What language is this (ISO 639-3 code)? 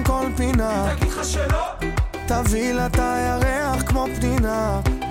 heb